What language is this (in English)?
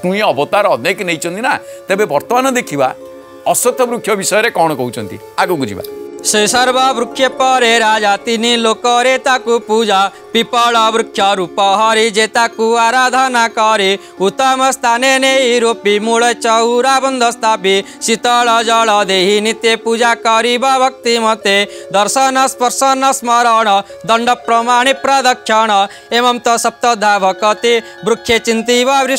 Odia